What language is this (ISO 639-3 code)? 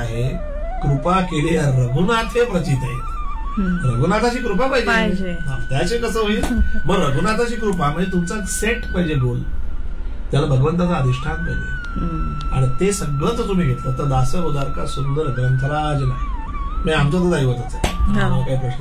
mar